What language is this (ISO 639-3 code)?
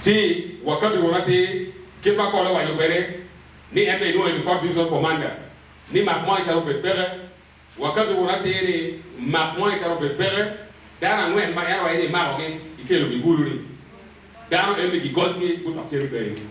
ach